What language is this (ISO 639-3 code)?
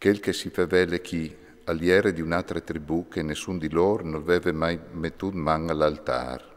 fur